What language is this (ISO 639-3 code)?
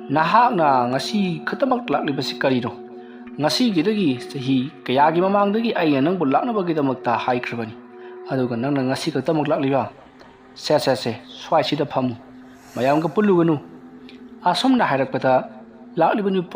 mni